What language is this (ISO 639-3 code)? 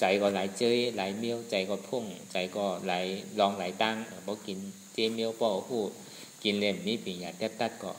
shn